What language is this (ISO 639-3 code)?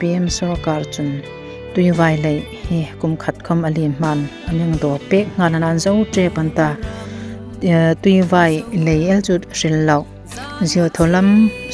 hmr